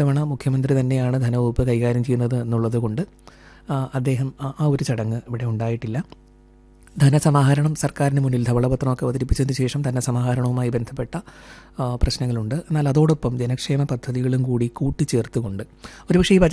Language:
Malayalam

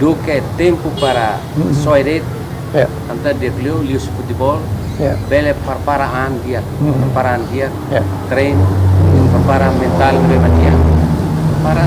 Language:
Tetum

